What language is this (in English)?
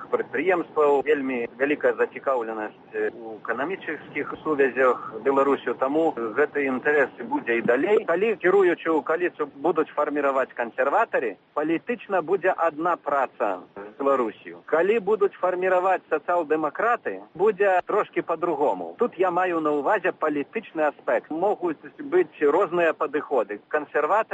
Belarusian